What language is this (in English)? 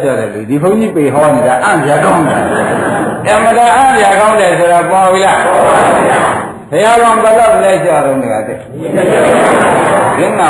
Burmese